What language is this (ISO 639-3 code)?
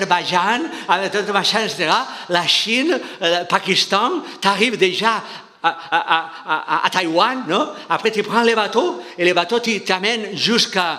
fra